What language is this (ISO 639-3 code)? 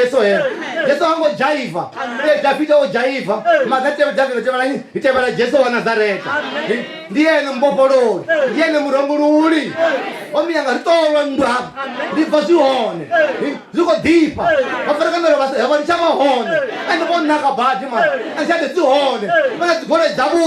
ven